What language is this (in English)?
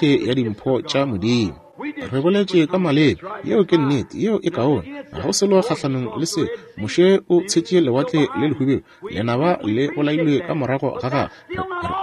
Northern Sotho